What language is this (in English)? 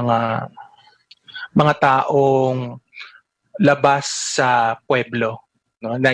Filipino